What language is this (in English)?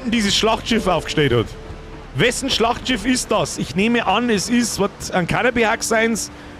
Bavarian